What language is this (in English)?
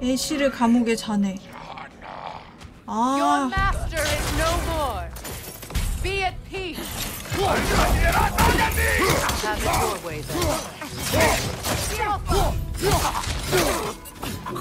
Korean